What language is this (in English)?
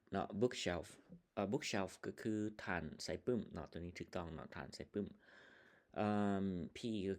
Lao